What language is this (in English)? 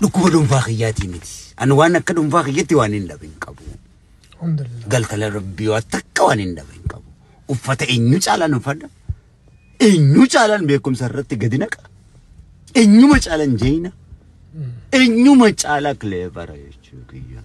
Oromo